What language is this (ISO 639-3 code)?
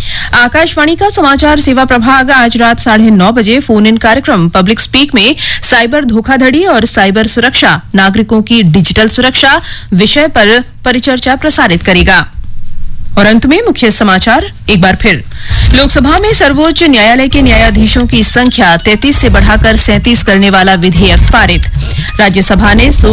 hin